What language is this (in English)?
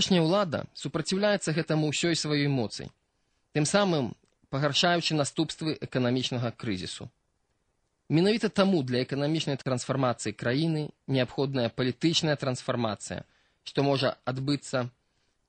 Belarusian